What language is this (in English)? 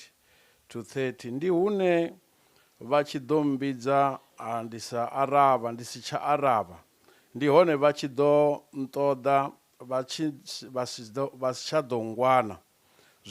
Venda